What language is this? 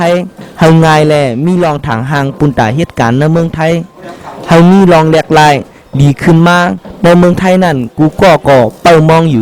Shan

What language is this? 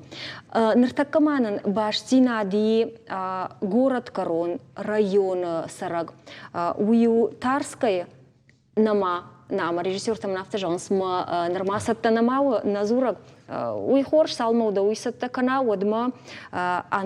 Ossetic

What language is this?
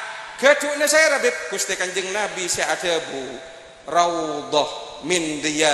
Madurese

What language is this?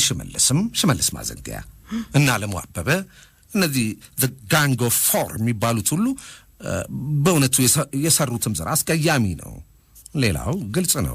Amharic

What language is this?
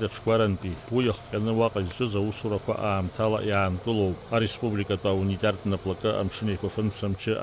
Abkhazian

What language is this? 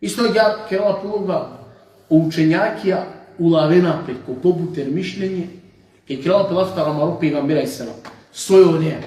Balkan Romani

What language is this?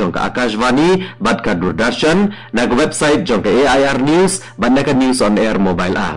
Khasi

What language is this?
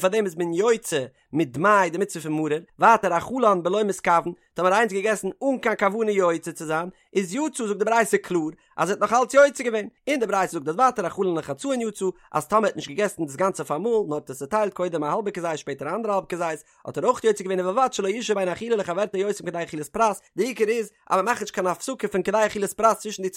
Yiddish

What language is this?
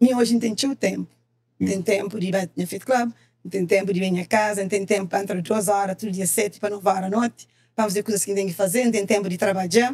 Kabuverdianu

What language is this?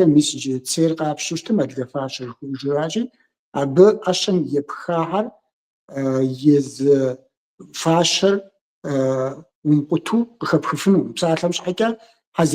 Kabardian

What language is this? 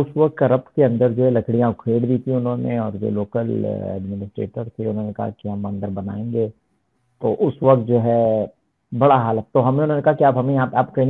Hindi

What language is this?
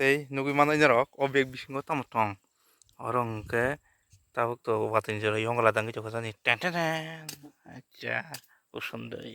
Kok Borok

